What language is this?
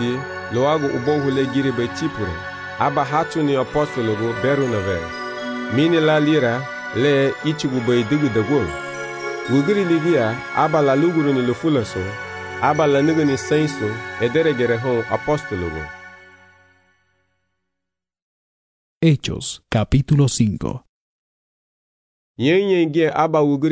Garifuna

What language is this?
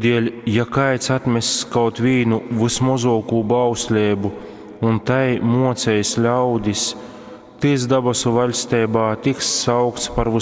Latgalian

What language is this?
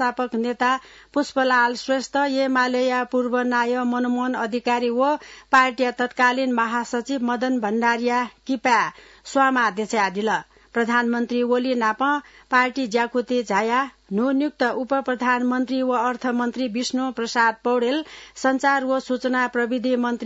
Newari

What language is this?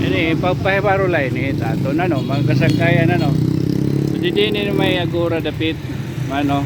Waray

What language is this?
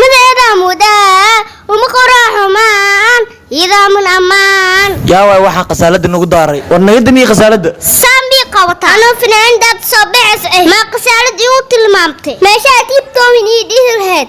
Somali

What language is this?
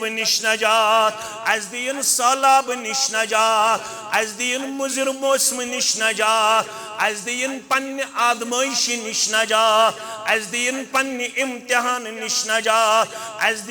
Kashmiri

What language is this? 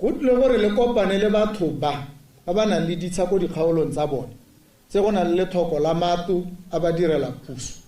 Tswana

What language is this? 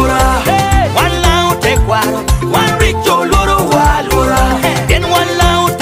Lango (Uganda)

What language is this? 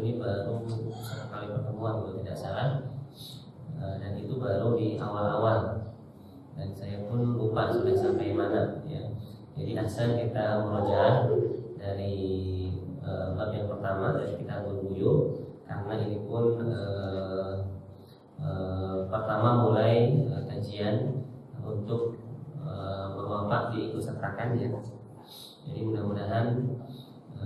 Indonesian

